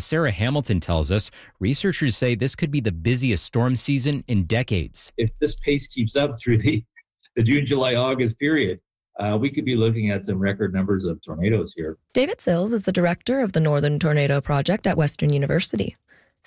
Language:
English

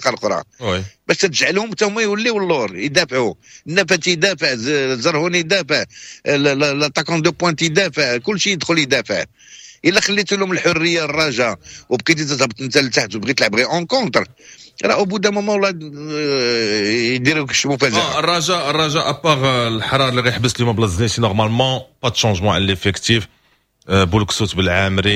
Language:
Moroccan Arabic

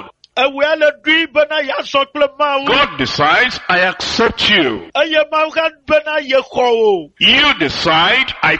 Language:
Ewe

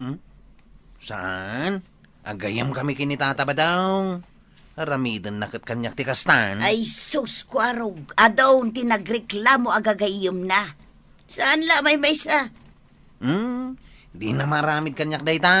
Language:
Iloko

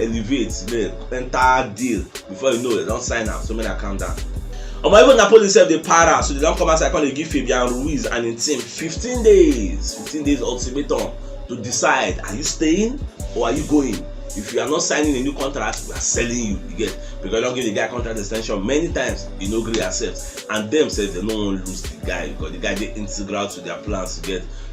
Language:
Nigerian Pidgin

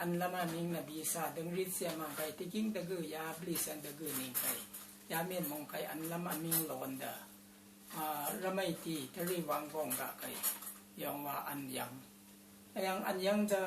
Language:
Rawang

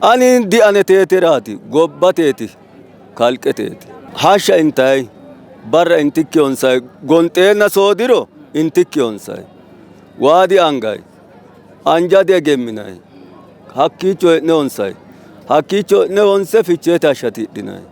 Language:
Sidamo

